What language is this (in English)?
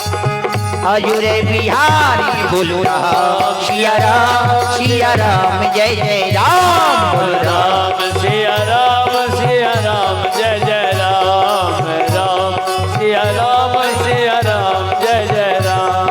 Maithili